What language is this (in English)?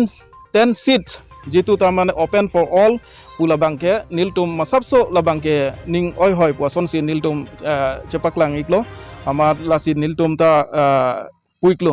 Karbi